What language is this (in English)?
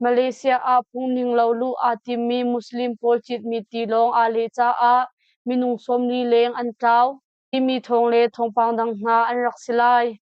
Hakha Chin